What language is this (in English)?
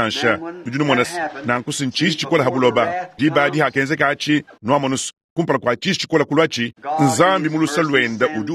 Luba-Lulua